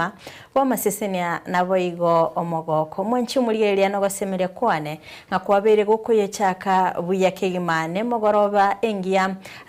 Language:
Gusii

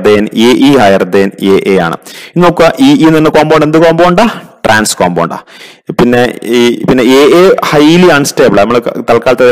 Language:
Malayalam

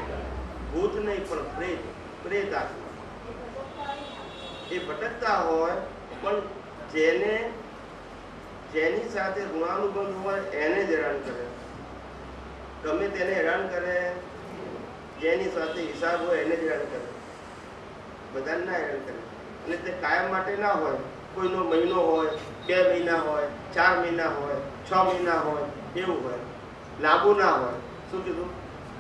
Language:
Gujarati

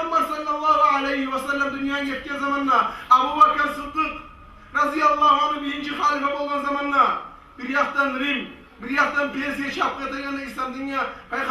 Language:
Kumyk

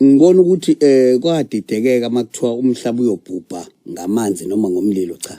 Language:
Zulu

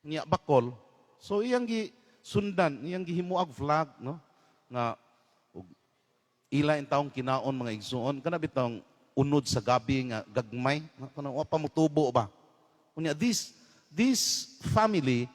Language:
Cebuano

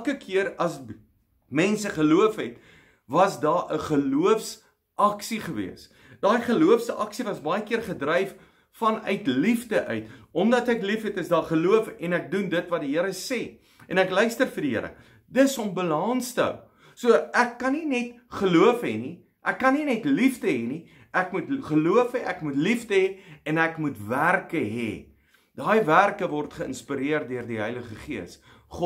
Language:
Afrikaans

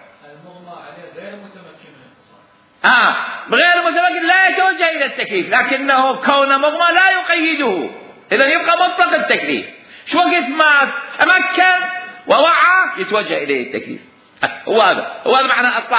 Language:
Mesopotamian Arabic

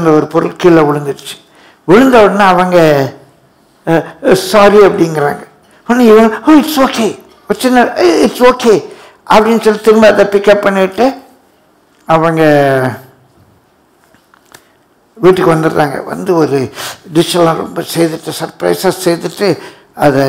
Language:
Tamil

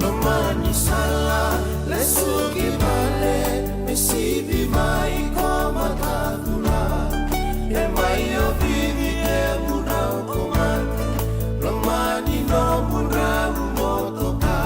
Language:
Fijian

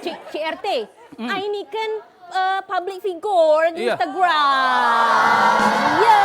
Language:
Musi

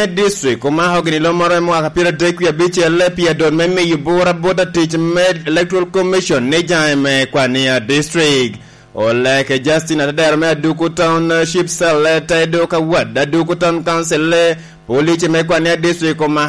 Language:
Lango (Uganda)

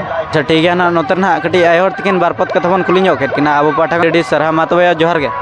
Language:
Santali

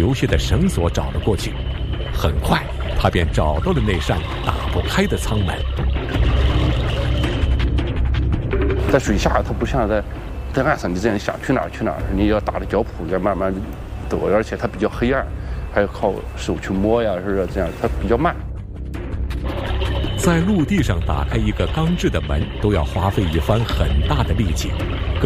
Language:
Chinese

